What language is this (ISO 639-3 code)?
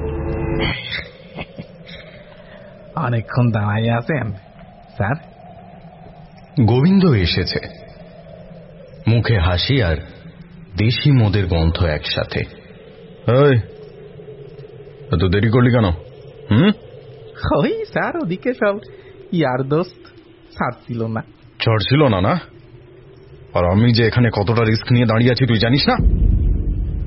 ben